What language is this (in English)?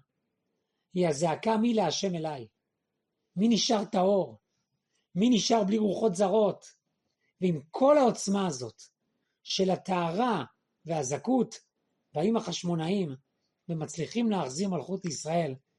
Hebrew